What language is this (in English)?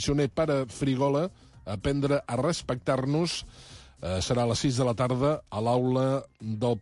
Catalan